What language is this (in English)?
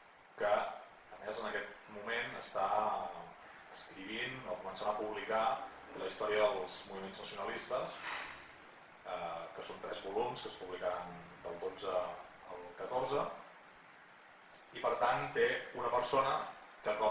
Catalan